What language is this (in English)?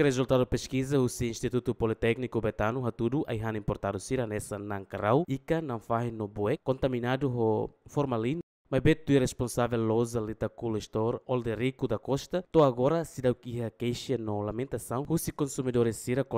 Tetum